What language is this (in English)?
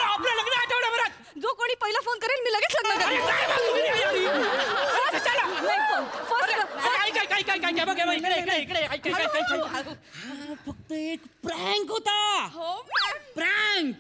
Marathi